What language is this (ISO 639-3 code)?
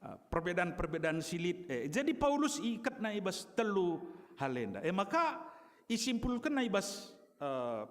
btx